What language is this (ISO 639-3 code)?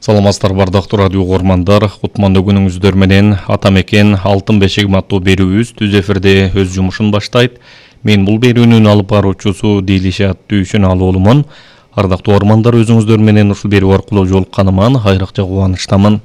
kir